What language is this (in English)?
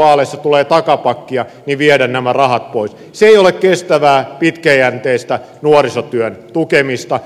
Finnish